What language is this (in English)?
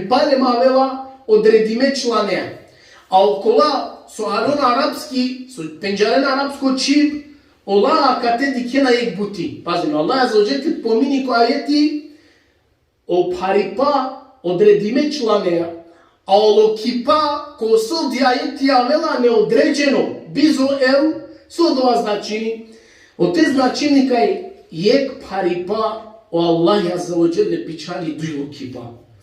Balkan Romani